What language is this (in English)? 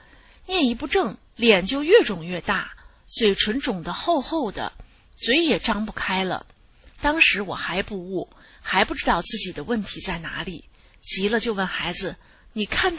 Chinese